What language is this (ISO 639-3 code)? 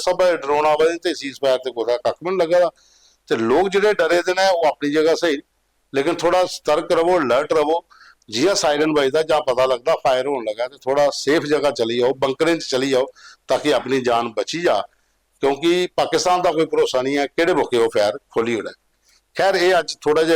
doi